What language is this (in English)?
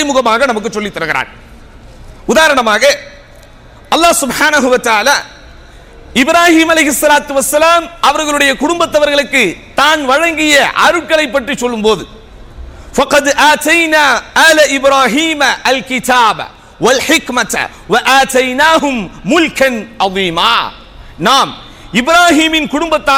Tamil